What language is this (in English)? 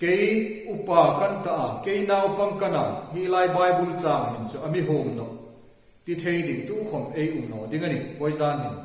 Hmar